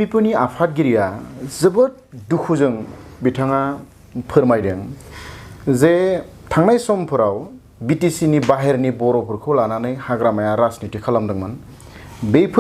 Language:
Bodo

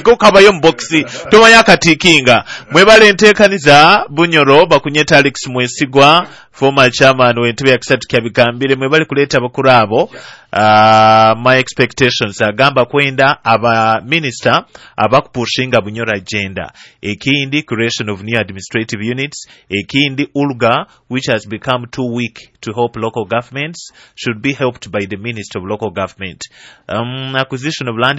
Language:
Nyoro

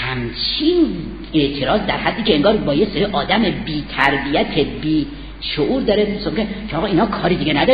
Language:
Persian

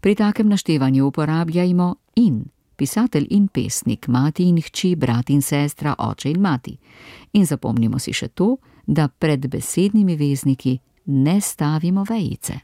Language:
Slovenian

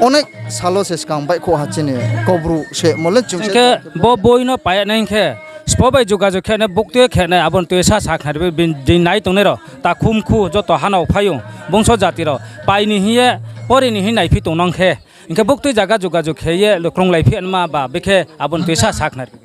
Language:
Riang (India)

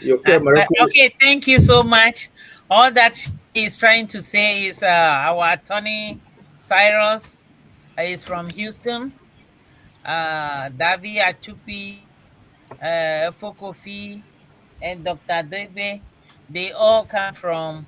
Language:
Ewe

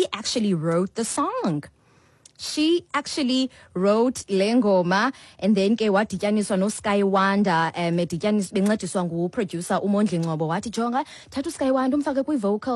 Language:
Xhosa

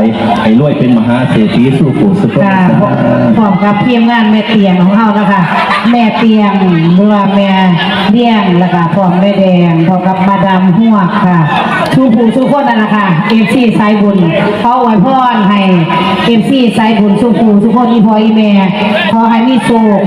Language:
Northeastern Thai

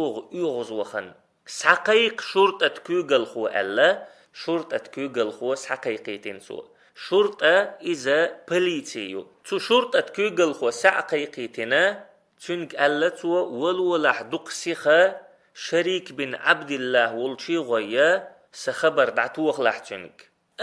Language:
Chechen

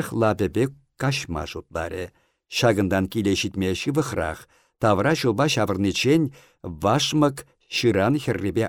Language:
Chuvash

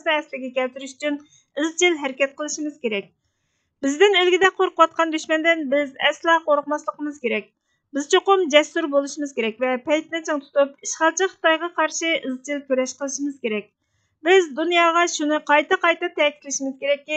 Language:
Uyghur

